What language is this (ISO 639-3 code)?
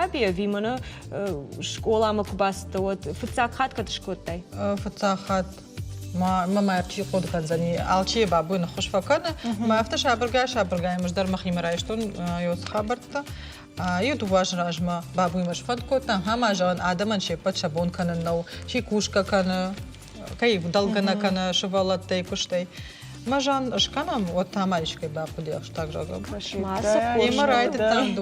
oss